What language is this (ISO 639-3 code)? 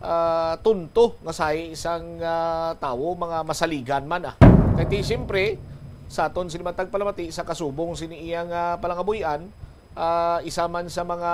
hil